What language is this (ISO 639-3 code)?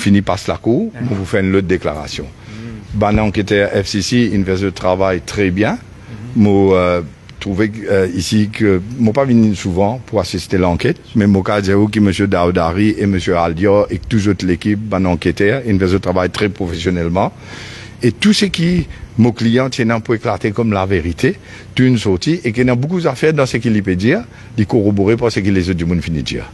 mfe